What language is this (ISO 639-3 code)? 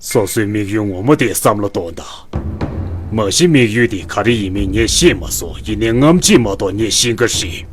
bod